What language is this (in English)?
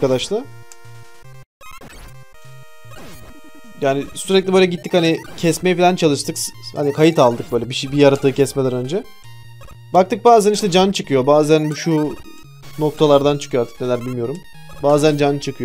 Turkish